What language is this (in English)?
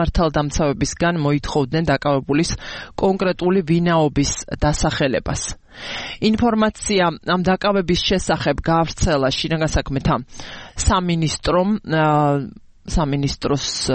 Georgian